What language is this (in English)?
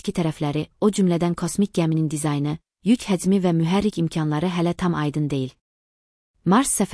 Azerbaijani